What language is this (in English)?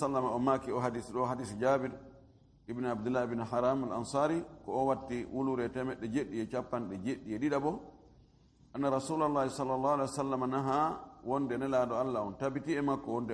Fula